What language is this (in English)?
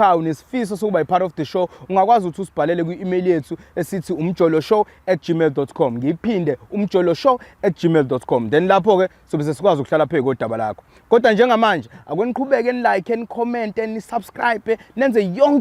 Zulu